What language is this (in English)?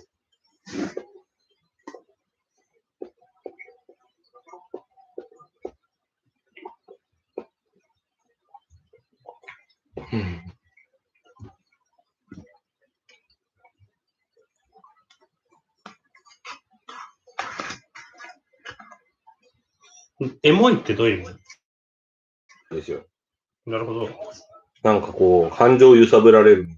Japanese